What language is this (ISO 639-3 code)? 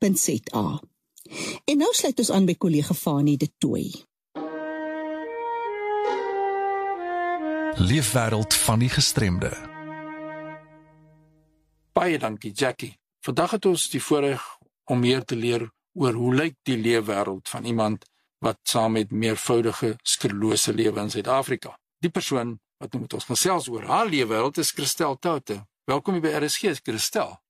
afr